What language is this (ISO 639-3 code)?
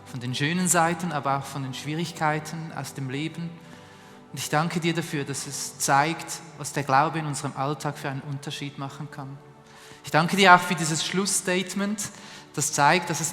gsw